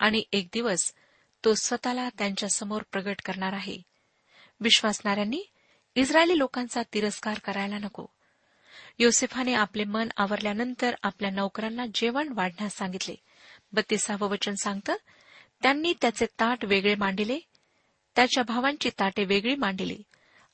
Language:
Marathi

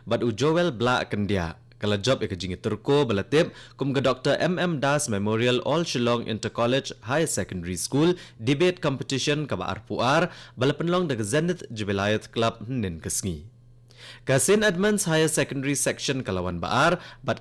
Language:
Khasi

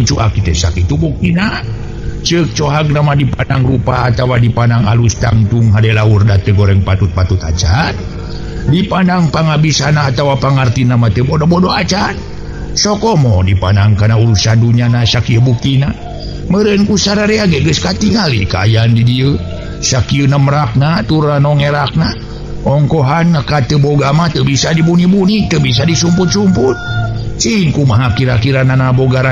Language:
Sundanese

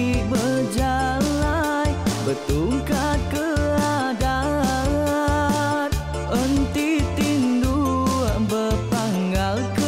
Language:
Iban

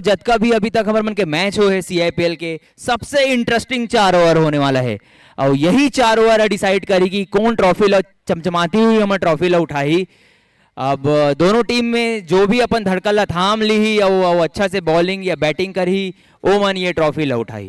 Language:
Chhattisgarhi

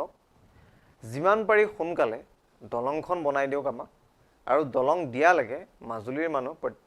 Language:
Assamese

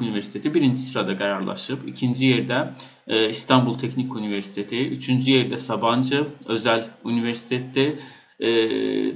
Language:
Azerbaijani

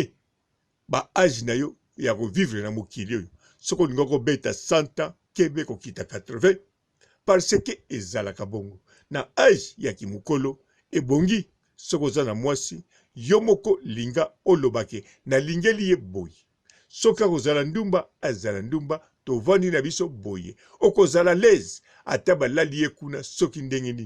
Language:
Lingala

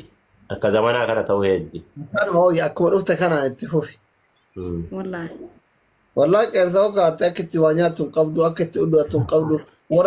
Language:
Oromo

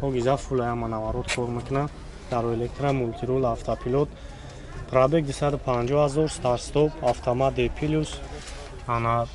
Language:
Tajik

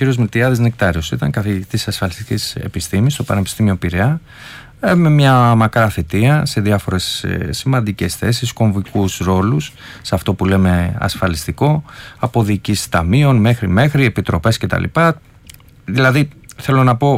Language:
Greek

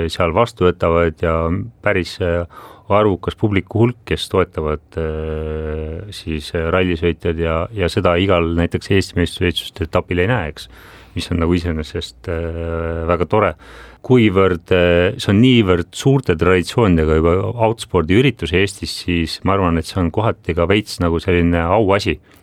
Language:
Estonian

